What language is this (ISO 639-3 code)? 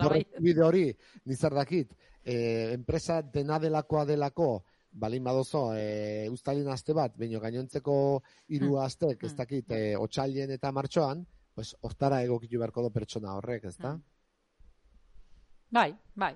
eus